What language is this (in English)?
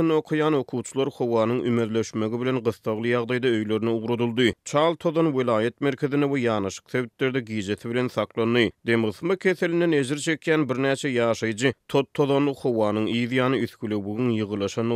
Turkmen